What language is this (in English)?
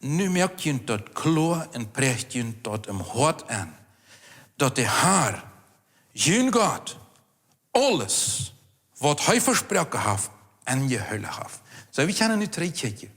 Plautdietsch